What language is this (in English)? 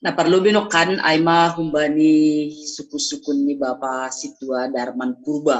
Batak Simalungun